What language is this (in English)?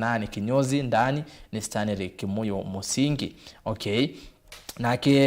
Kamba